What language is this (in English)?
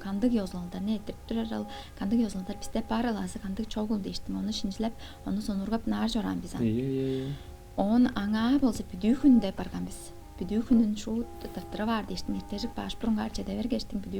Tuvinian